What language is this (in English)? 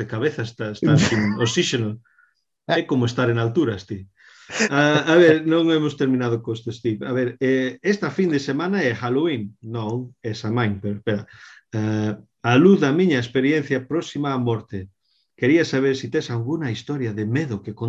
Galician